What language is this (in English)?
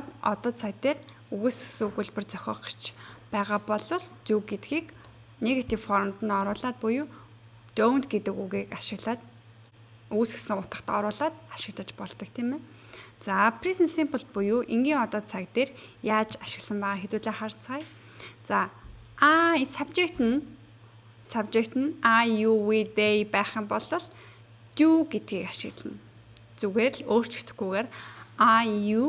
Mongolian